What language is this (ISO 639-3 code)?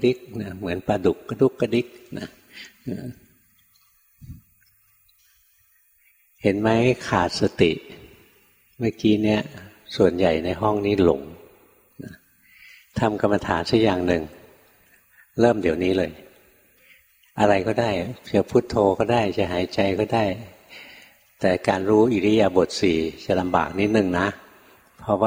tha